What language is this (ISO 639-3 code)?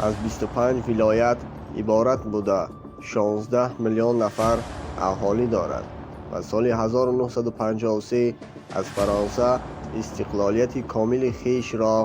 tgk